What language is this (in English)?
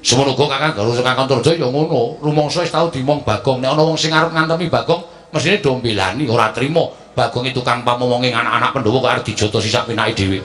Javanese